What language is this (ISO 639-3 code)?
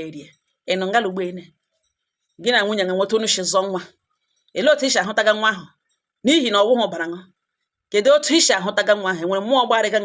ibo